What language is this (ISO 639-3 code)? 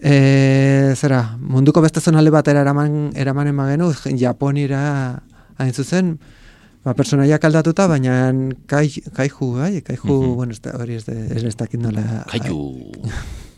eus